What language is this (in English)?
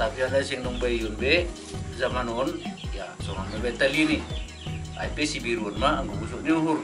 Batak Simalungun